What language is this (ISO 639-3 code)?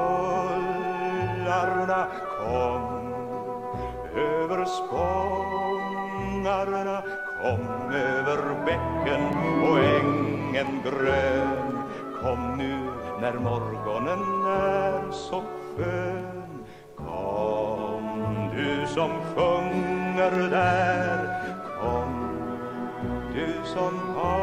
swe